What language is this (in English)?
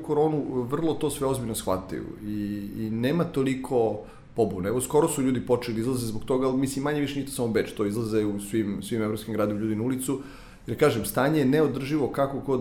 Serbian